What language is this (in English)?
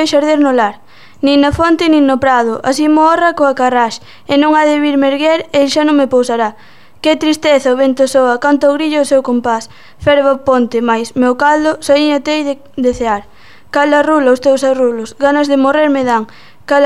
Galician